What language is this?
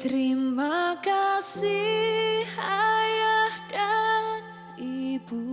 Nias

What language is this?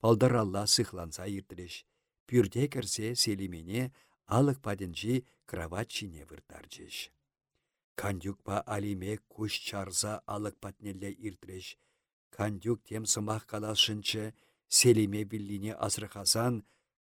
Chuvash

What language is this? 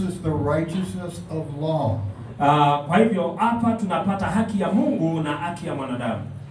Swahili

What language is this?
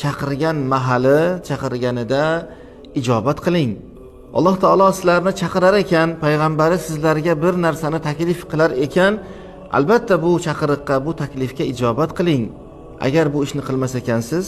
Uzbek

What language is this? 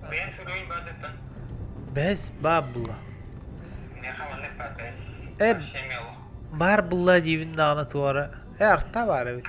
Yakut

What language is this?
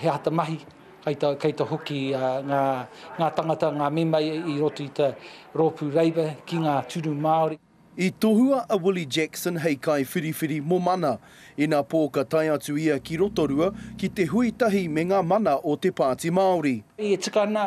Māori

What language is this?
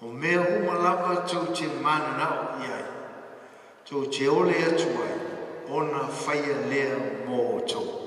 Samoan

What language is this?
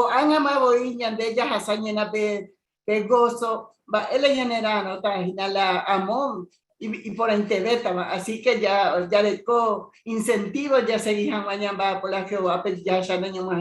Guarani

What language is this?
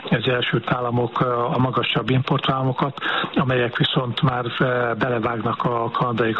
Hungarian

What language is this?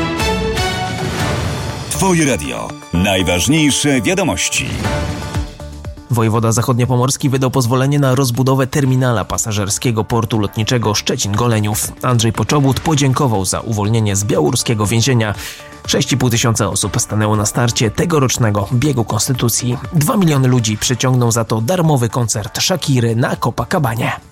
Polish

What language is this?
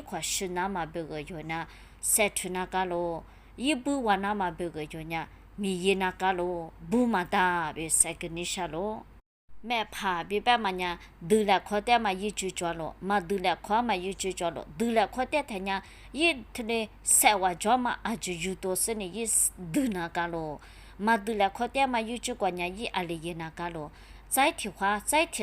Lisu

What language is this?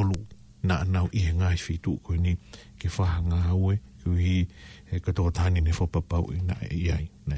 Tongan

